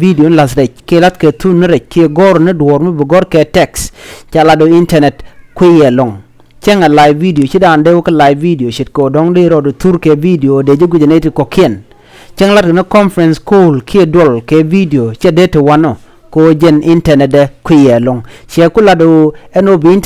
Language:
Nuer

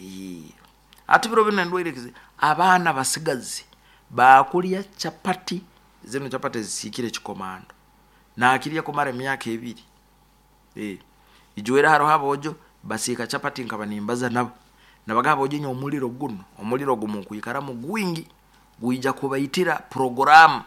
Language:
Nyoro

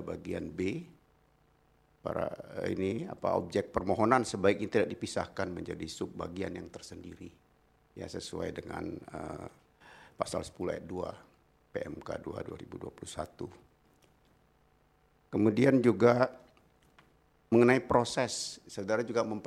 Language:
Indonesian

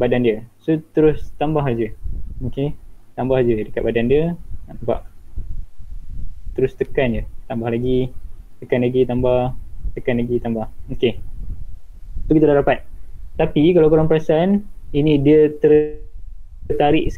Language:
Malay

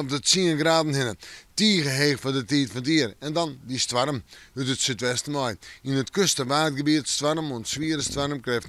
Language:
Western Frisian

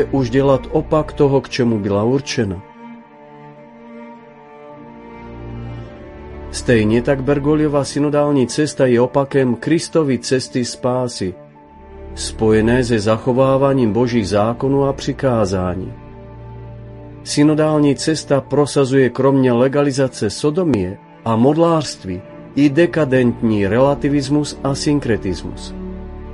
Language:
Czech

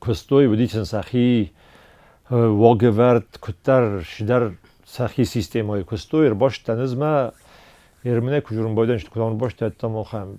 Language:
Ossetic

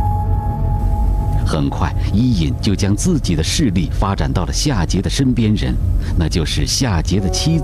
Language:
Chinese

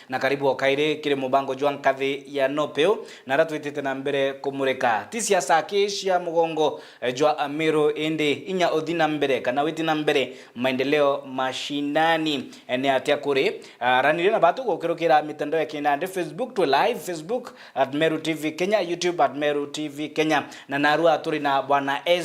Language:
Meru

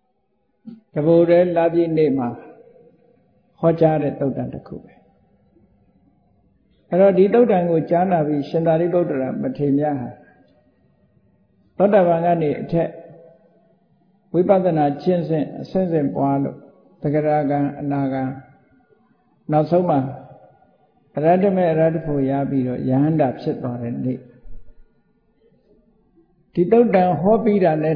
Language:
Burmese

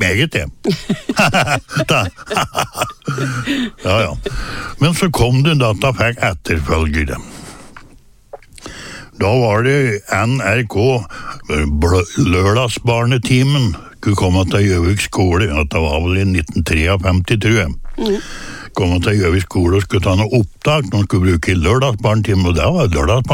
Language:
Norwegian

